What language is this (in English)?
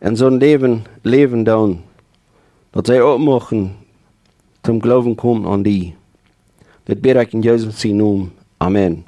Plautdietsch